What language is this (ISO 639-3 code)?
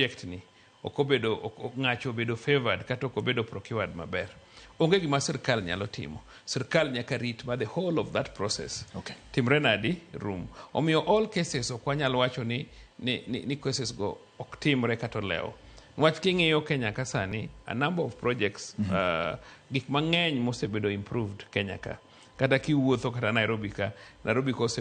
luo